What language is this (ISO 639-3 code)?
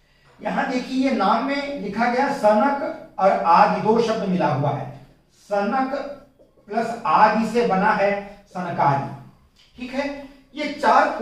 hin